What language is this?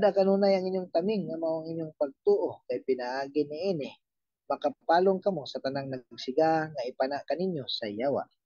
Cebuano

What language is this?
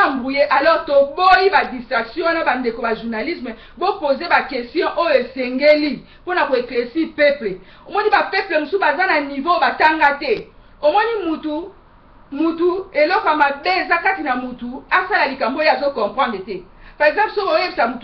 Lingala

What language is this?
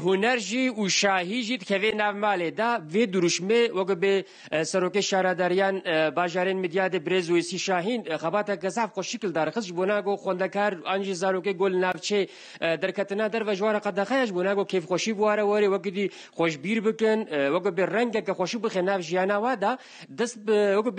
Kurdish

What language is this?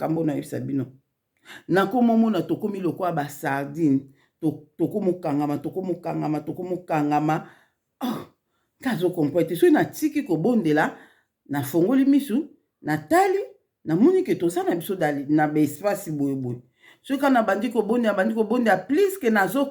Lingala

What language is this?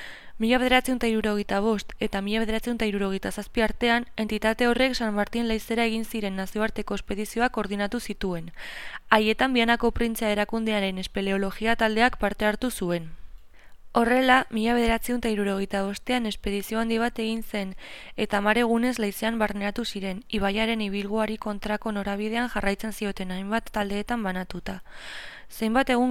Basque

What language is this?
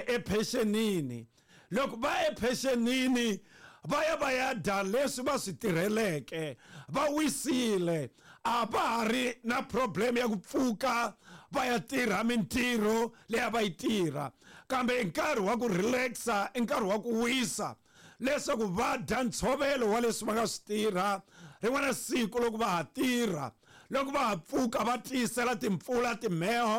Tsonga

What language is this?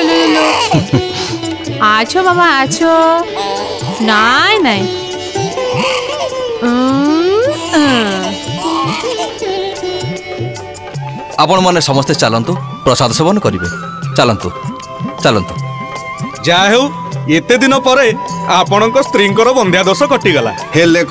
Odia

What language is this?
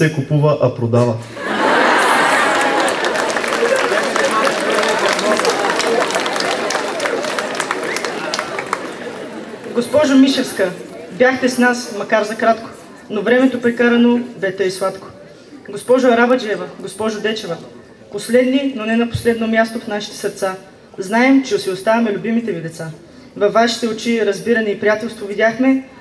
Bulgarian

